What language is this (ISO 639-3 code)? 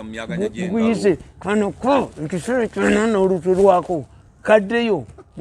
lug